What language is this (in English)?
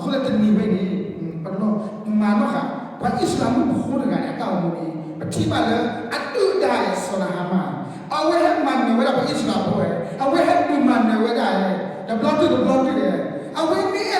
S'gaw Karen